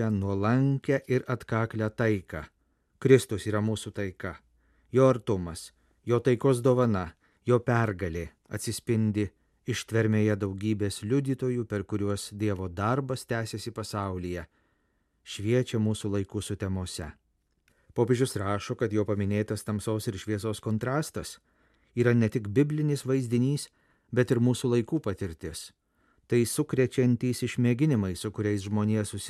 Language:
Lithuanian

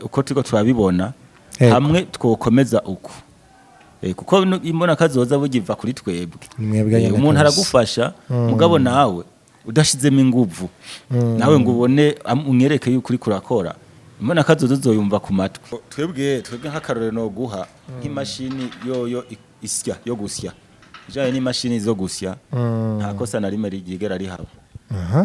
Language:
Rundi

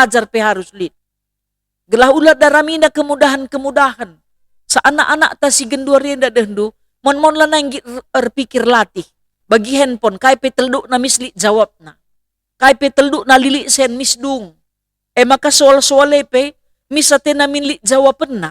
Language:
Batak Karo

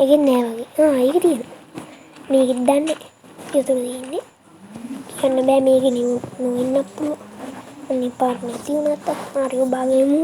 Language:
Sinhala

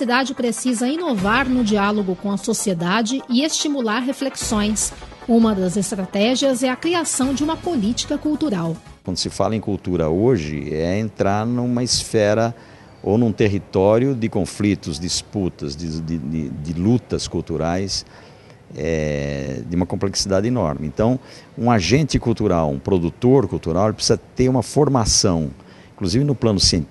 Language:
Portuguese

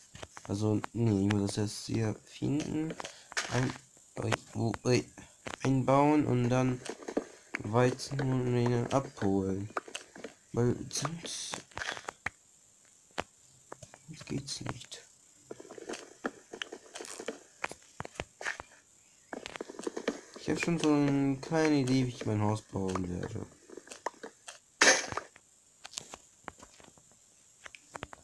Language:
German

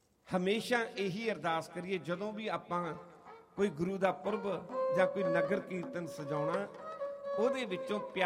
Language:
Punjabi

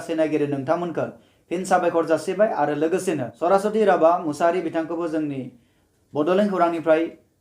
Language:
Bodo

